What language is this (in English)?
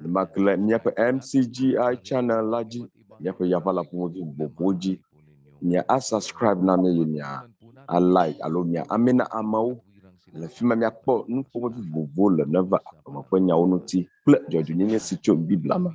Ewe